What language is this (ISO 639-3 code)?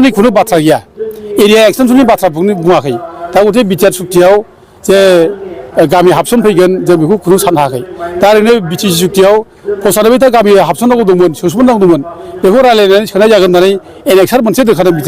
brx